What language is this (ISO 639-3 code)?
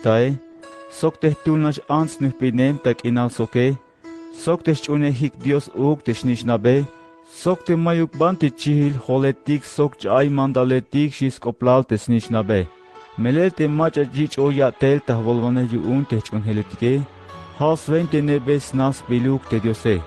tzh